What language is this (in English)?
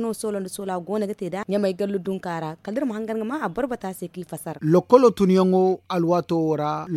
Zarma